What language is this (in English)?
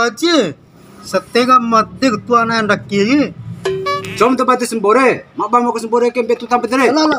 Bima